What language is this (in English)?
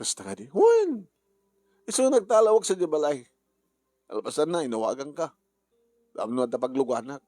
Iloko